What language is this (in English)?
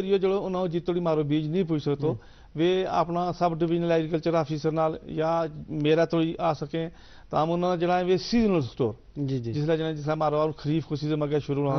Gujari